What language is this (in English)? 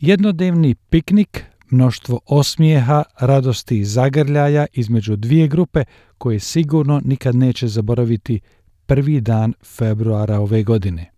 Bosnian